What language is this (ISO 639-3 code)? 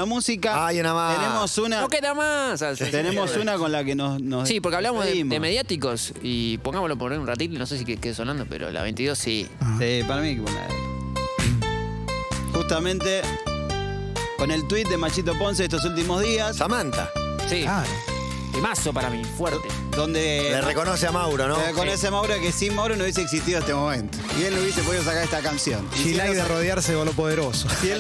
spa